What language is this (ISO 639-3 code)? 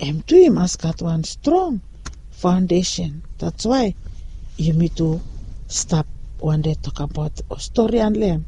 bis